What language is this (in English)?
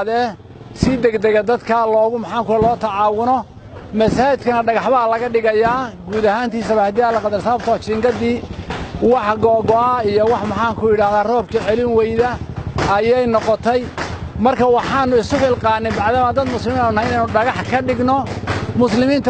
Somali